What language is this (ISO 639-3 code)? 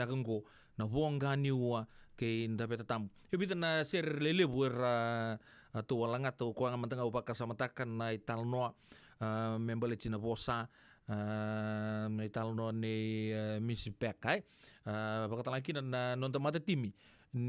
fij